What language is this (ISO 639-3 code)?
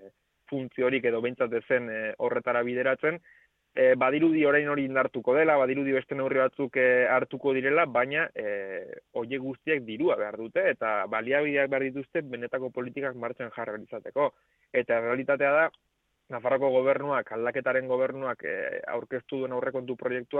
eus